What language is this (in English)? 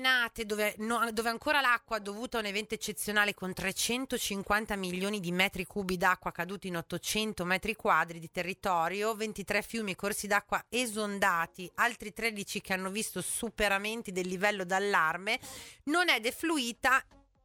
Italian